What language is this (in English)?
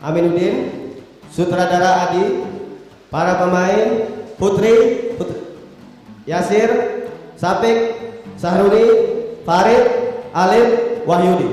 Banjar